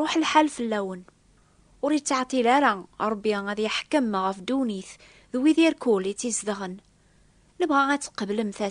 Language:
Kabyle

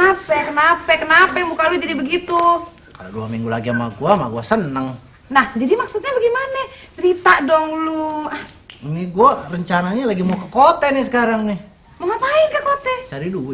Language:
Betawi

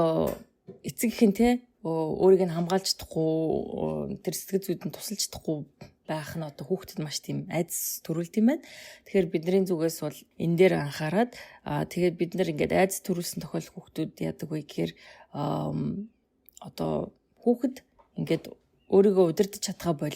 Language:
Mongolian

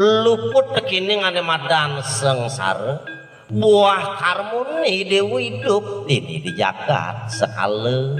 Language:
Balinese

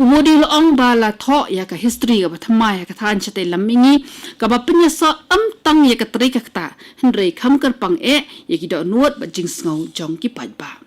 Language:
Khasi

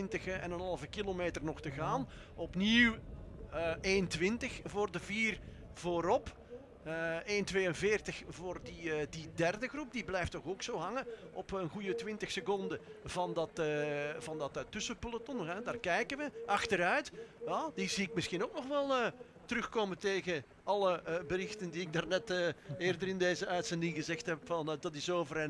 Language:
Dutch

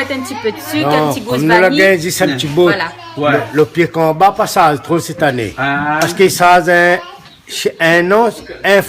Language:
Réunion Creole French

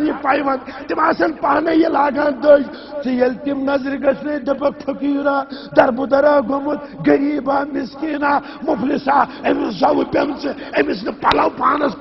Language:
Kashmiri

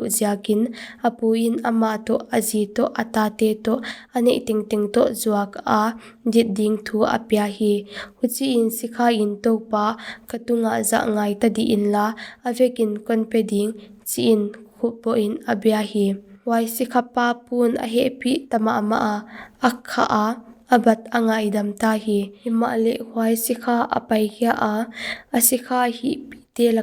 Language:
Paite Chin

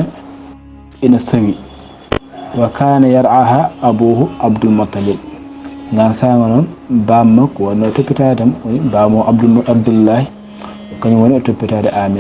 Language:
Fula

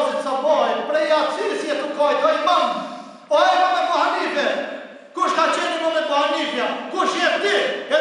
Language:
Albanian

